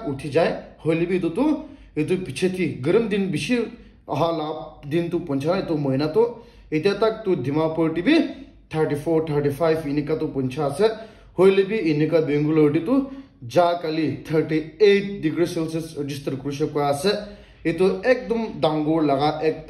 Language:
Naga Pidgin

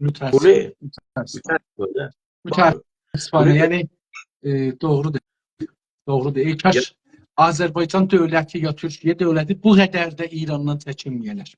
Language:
South Azerbaijani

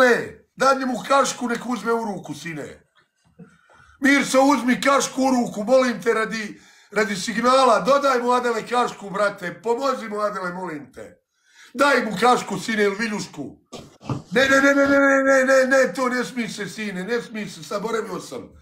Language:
Bosnian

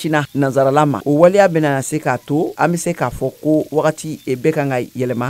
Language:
Bambara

